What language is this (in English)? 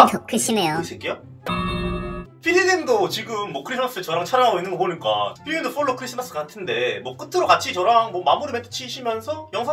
Korean